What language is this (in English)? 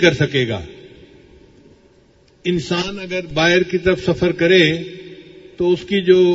Urdu